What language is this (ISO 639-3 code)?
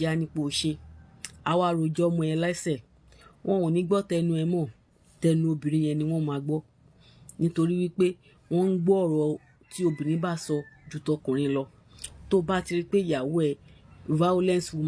yor